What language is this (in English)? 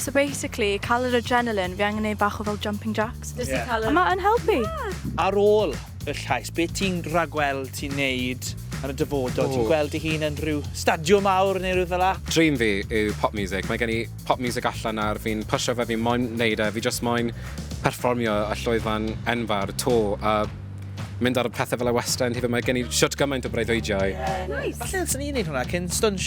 Welsh